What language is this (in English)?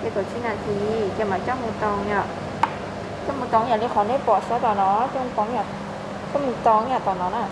Hmong